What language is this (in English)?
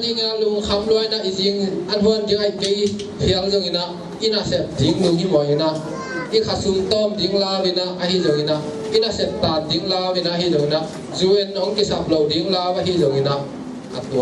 Tedim Chin